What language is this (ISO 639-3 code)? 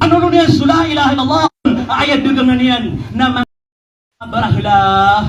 mrw